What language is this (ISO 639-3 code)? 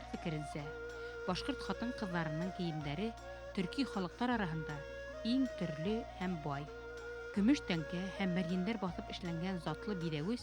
bak